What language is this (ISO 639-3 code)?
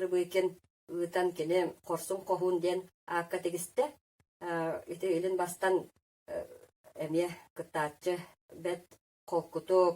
sah